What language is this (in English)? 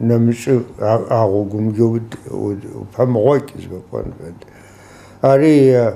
Adyghe